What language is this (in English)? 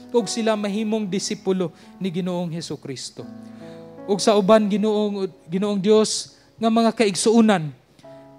Cebuano